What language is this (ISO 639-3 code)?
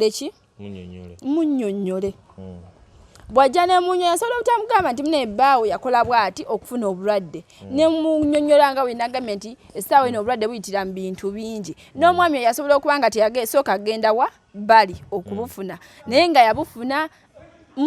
lug